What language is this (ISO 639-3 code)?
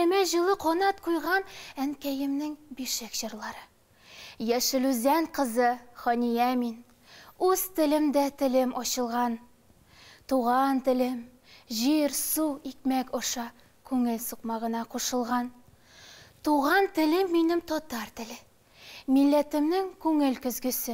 tat